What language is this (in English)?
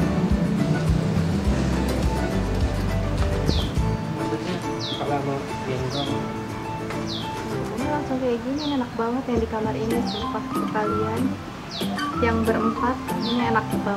Indonesian